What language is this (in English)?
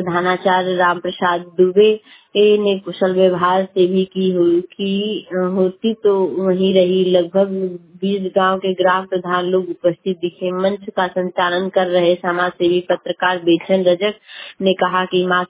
Hindi